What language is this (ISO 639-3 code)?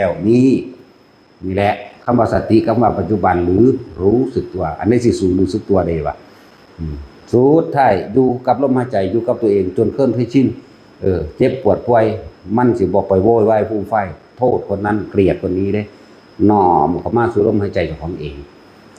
tts